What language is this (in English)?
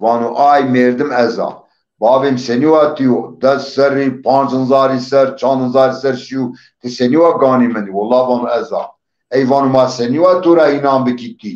Zaza